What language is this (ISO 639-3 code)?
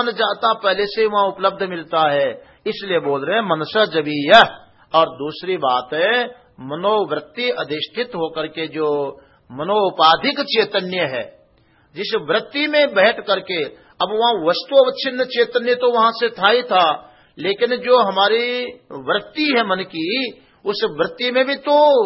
hin